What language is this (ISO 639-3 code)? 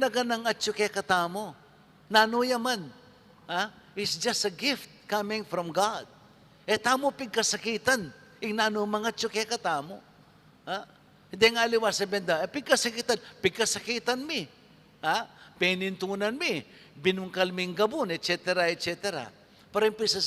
pam